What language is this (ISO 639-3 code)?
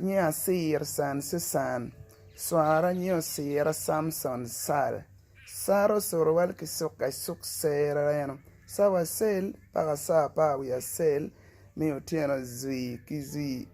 ach